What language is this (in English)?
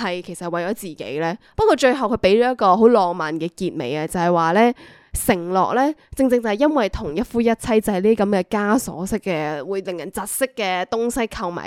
Cantonese